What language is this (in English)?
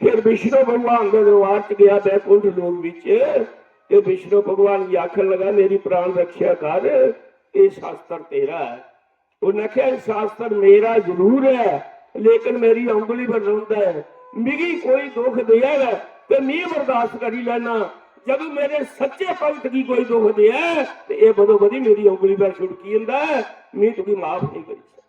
Dogri